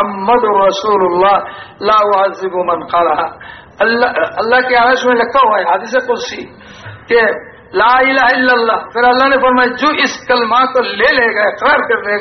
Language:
Urdu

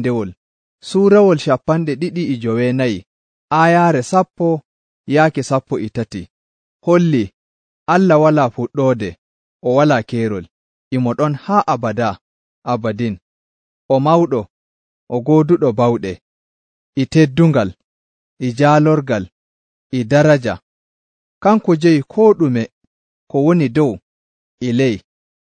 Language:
Nigerian Fulfulde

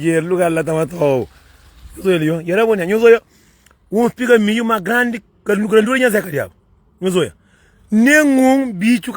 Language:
Kabuverdianu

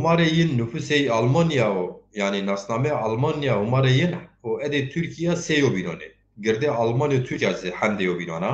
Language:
Zaza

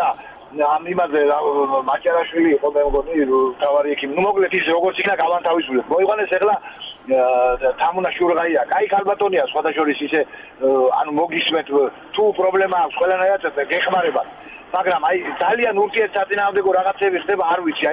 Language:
Georgian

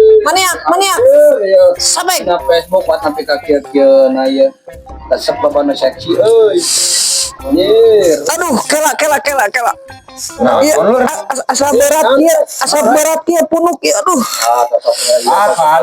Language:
Sundanese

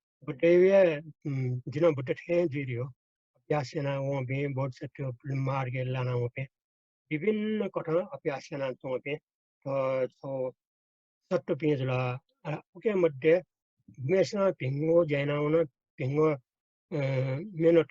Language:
Newari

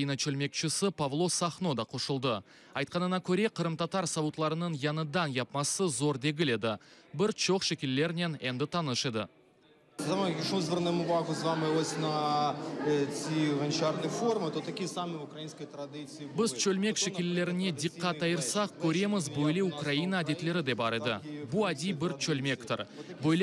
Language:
Crimean Tatar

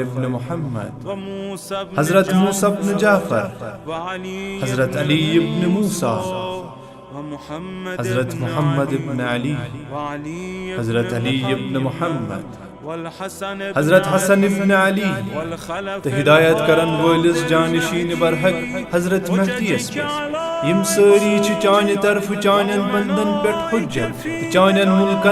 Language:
Kashmiri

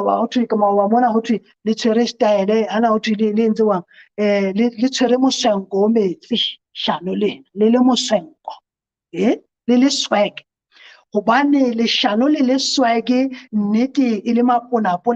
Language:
Southern Sotho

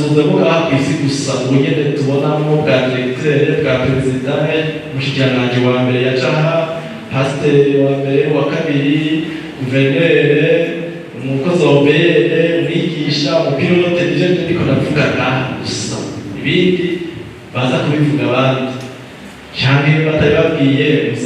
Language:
Rundi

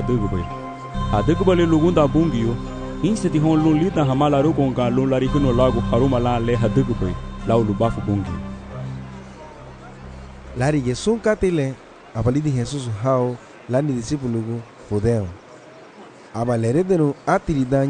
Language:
Garifuna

